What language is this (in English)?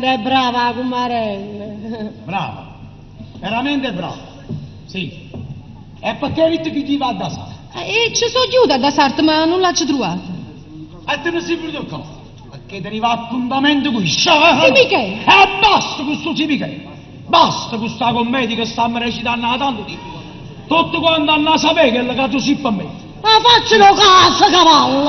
Neapolitan